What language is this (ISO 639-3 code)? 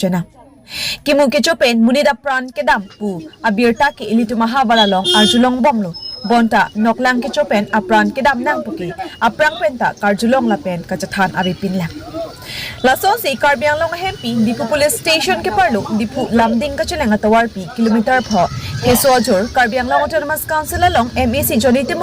mjw